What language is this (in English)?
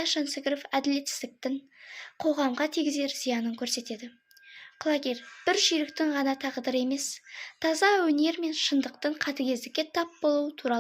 Kazakh